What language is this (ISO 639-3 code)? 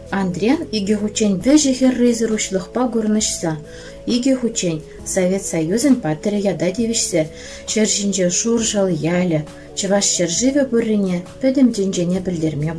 chv